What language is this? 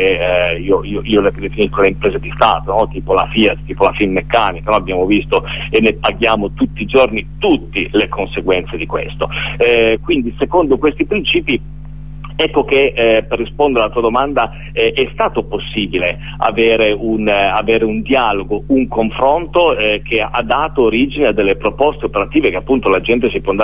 Italian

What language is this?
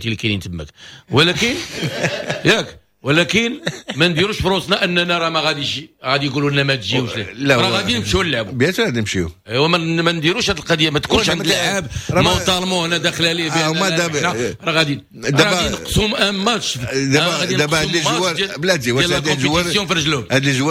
Moroccan Arabic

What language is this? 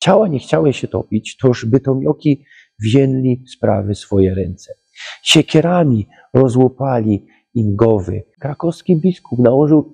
Silesian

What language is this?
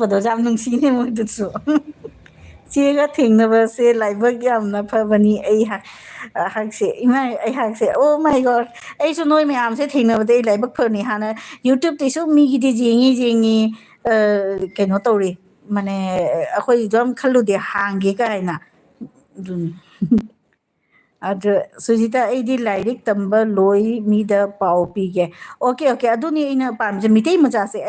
Manipuri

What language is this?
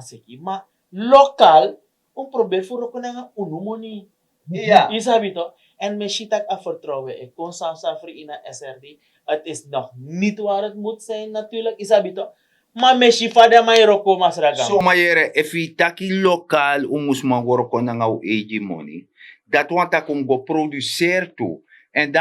Sranan Tongo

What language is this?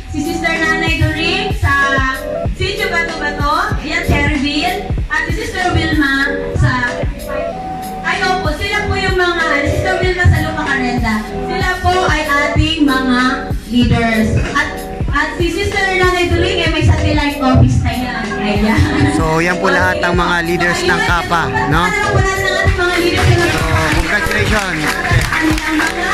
Filipino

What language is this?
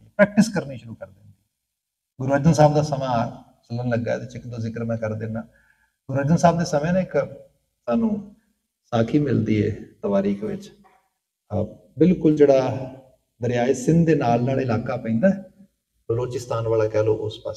Punjabi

